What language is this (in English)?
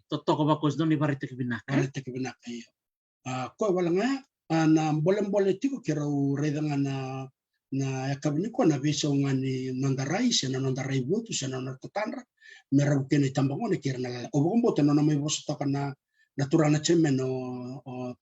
Fijian